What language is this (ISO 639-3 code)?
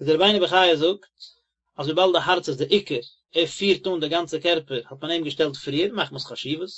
yid